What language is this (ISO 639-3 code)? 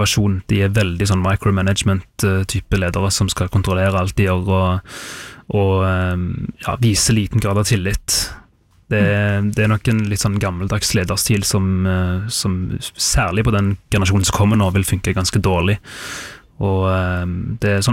nor